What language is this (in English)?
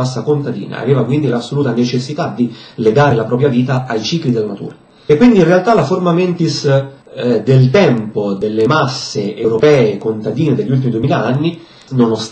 Italian